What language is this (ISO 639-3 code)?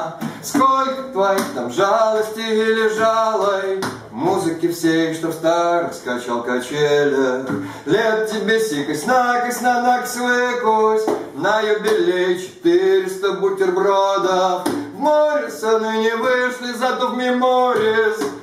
rus